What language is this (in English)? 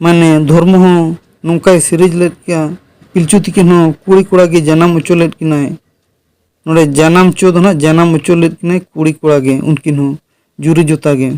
Santali